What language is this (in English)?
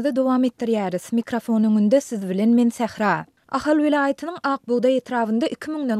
Turkmen